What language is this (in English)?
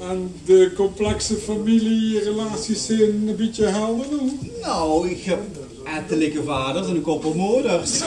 Limburgish